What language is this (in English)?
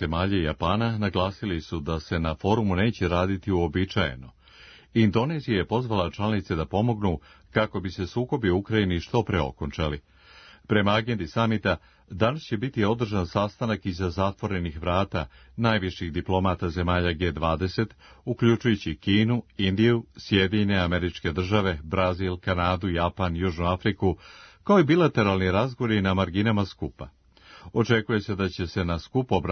Serbian